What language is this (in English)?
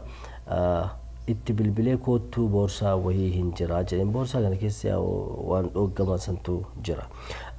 Oromo